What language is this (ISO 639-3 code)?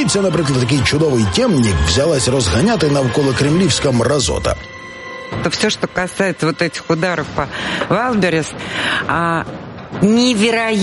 ukr